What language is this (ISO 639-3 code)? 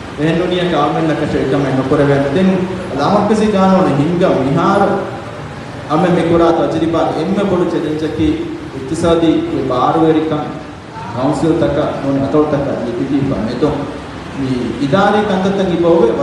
div